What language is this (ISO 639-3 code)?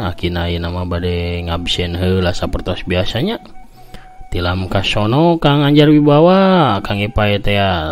sun